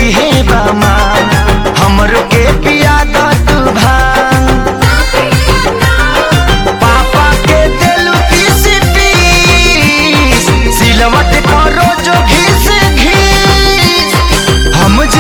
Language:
Bhojpuri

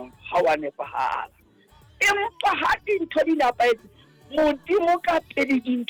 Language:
Southern Sotho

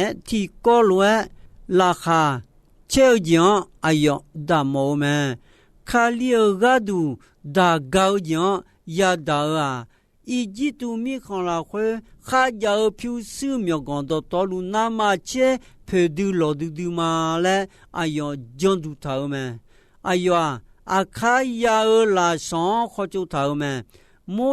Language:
Akha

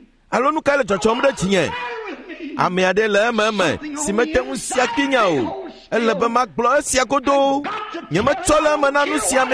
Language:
Ewe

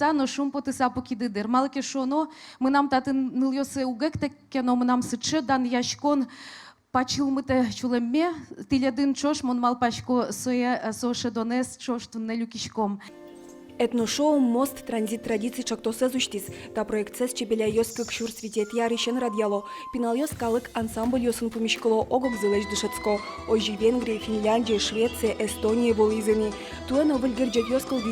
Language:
Udmurt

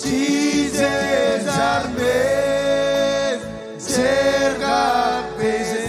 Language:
Marshallese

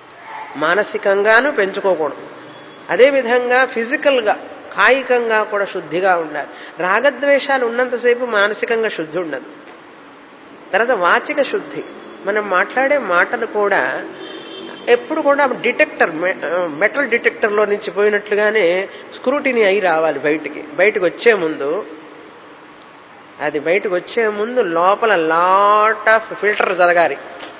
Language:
Telugu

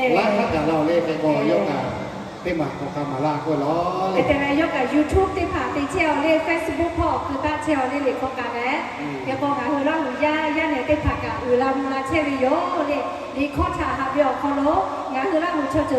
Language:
Lahu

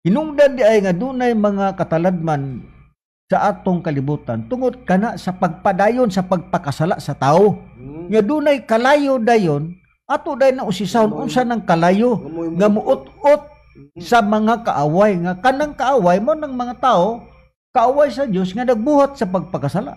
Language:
Cebuano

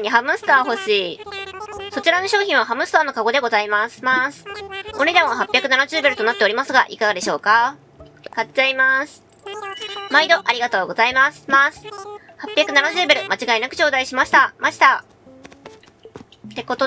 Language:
Japanese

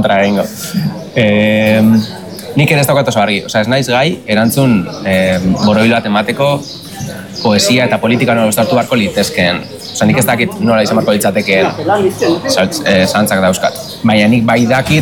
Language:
Basque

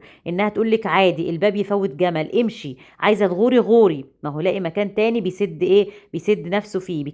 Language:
Egyptian Arabic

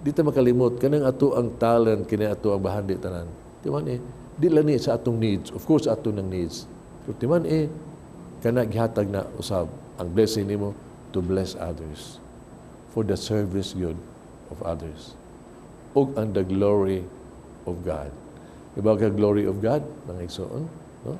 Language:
Cebuano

